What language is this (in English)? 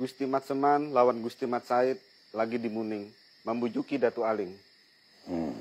Banjar